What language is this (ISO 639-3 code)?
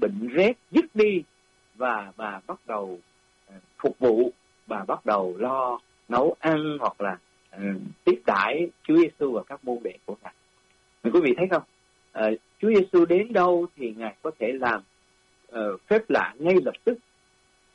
vie